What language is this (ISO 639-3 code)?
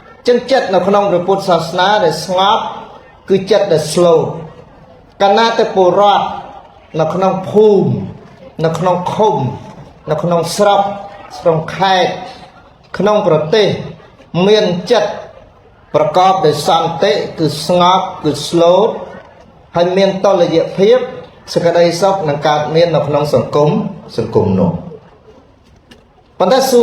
khm